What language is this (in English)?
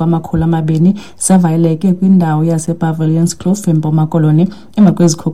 Xhosa